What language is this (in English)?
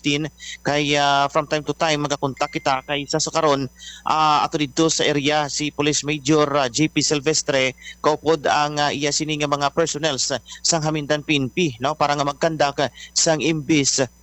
Hiligaynon